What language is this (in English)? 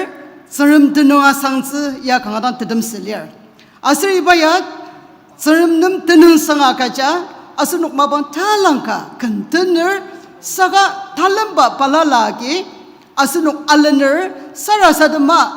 Ao Naga